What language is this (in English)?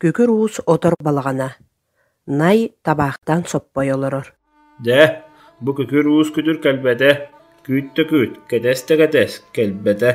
Yakut